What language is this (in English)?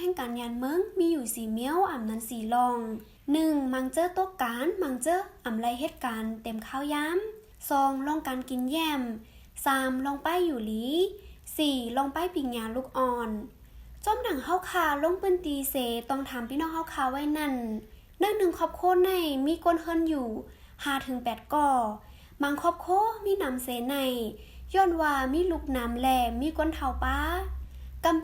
Shan